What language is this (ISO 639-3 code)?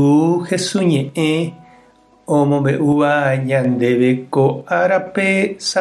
grn